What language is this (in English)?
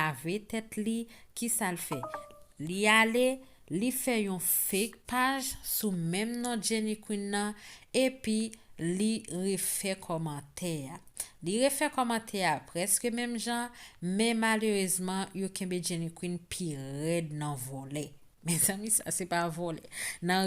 Haitian Creole